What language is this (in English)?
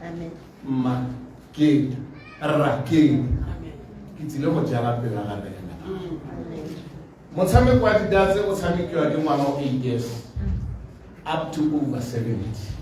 Tswana